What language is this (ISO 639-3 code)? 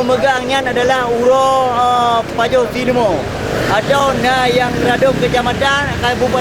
ace